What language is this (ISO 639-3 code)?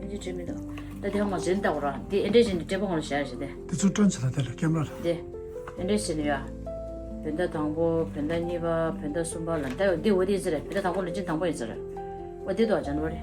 bod